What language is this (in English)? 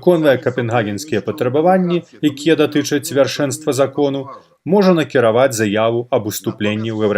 Belarusian